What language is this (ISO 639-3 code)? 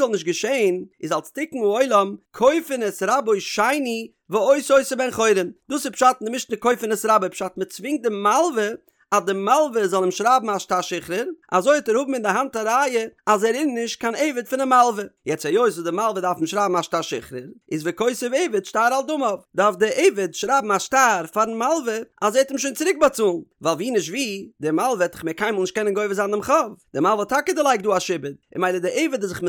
yid